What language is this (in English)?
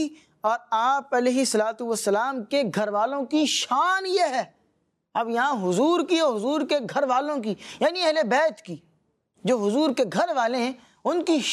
Urdu